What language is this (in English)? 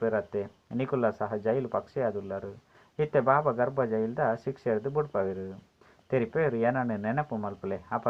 Tulu